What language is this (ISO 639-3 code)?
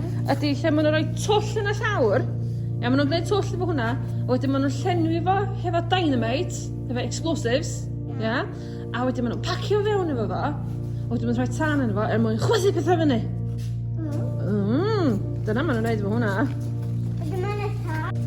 cym